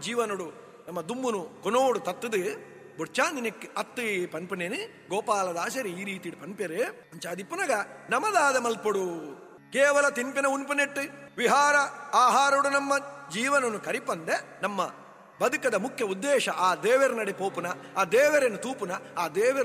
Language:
Tulu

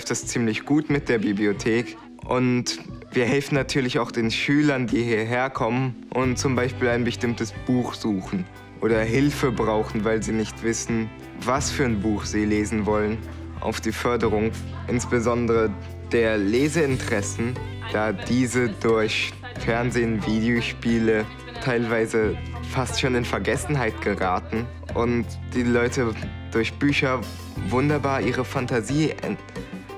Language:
German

